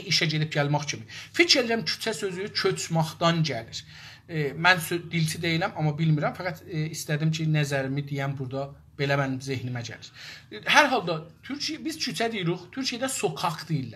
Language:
South Azerbaijani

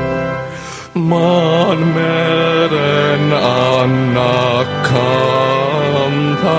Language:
Finnish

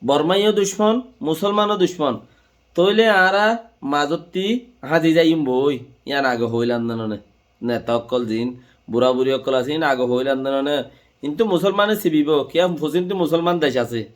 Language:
Rohingya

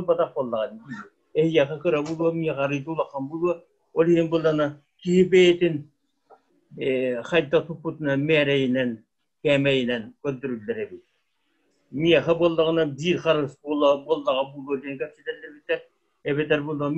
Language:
Yakut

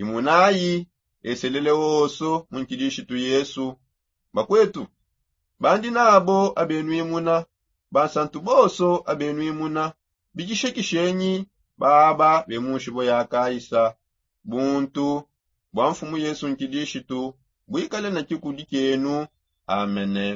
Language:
Songe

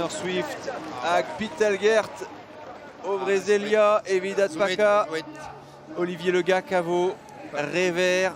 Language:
Breton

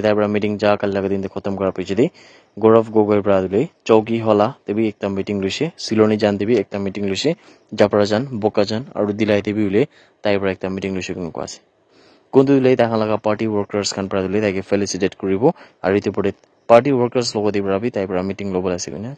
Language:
Naga Pidgin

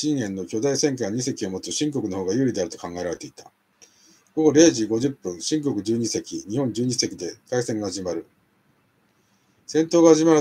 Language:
Japanese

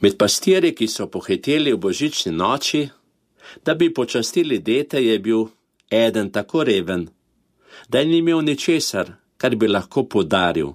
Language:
Slovenian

